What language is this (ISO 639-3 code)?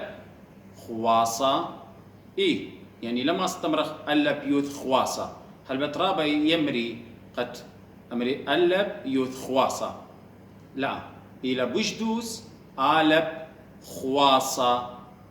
aii